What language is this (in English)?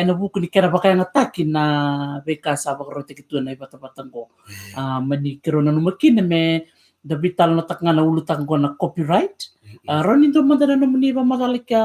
Fijian